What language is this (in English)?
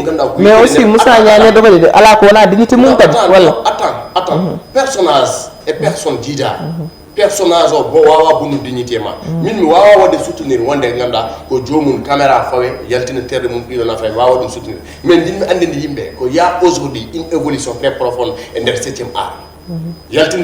Fula